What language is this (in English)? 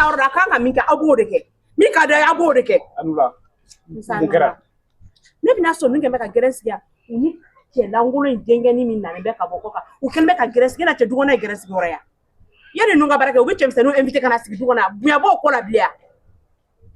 Bambara